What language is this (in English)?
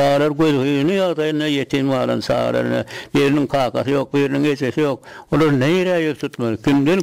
Turkmen